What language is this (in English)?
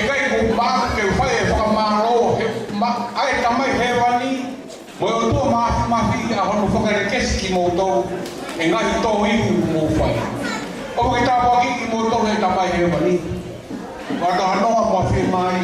Tongan